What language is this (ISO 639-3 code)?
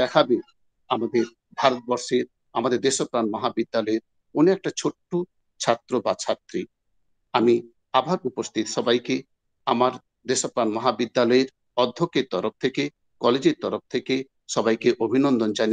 ben